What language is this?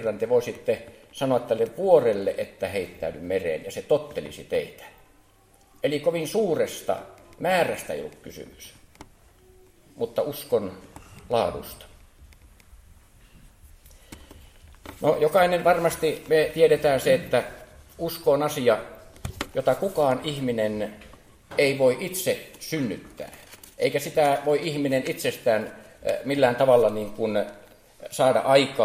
Finnish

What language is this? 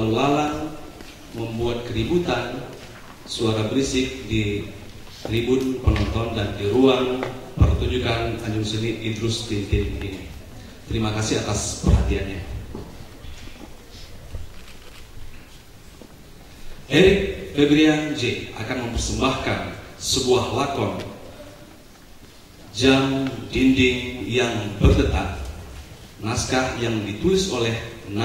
Indonesian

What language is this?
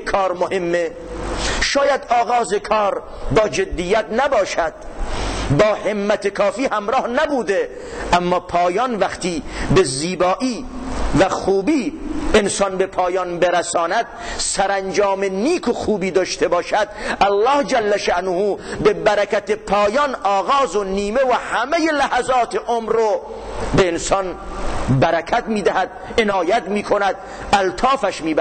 Tajik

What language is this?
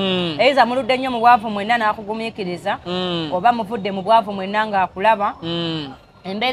Ganda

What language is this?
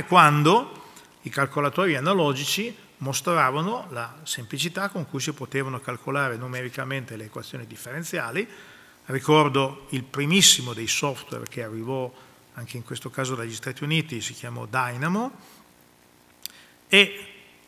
Italian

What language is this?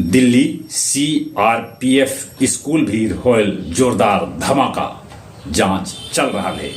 Magahi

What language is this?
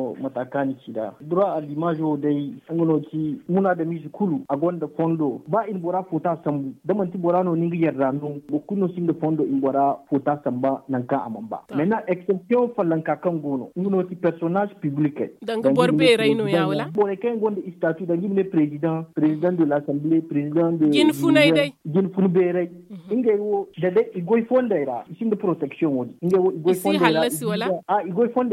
Zarma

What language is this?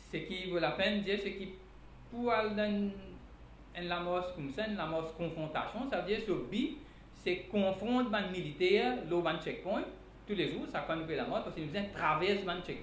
Morisyen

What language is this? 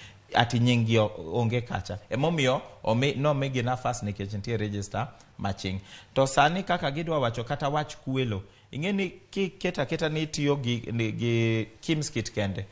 Luo (Kenya and Tanzania)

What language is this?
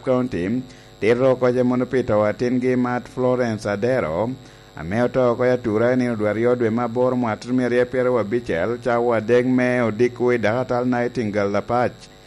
Lango (Uganda)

